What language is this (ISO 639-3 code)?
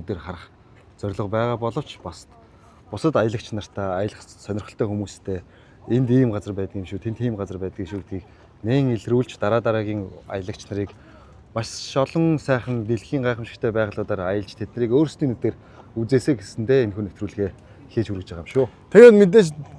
mon